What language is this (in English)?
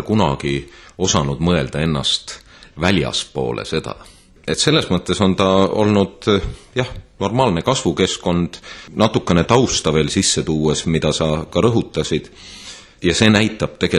Estonian